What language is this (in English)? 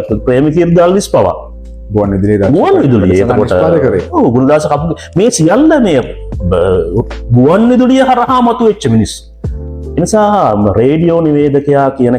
Sinhala